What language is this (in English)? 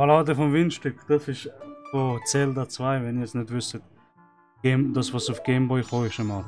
Swiss German